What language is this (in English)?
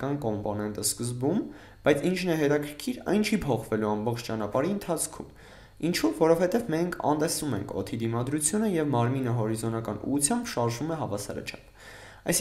Armenian